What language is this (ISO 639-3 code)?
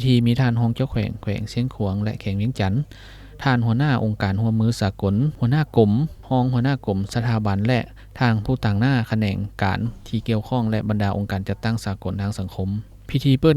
lao